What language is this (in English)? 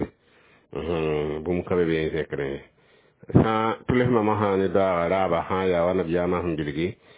Mossi